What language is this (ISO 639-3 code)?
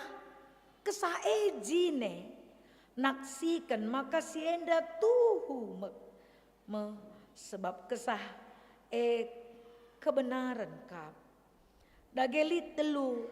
btx